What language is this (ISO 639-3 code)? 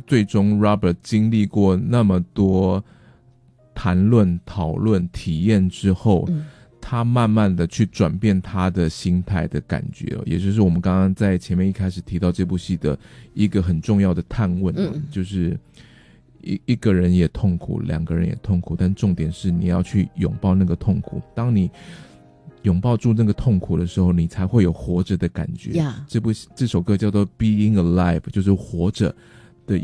zho